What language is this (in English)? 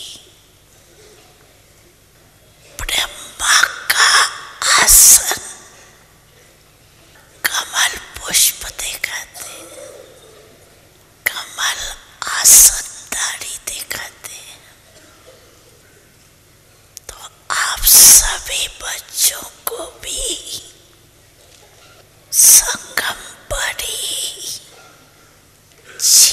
Hindi